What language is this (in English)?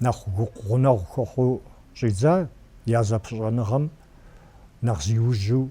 Kabardian